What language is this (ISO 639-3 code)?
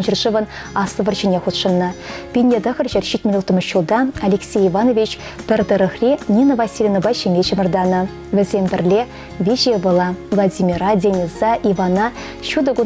chv